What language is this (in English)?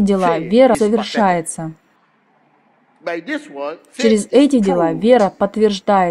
Russian